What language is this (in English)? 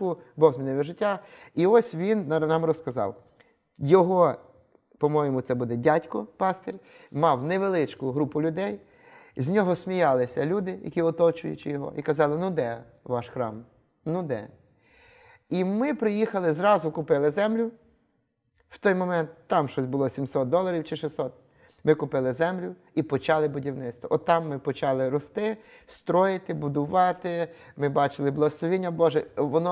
Ukrainian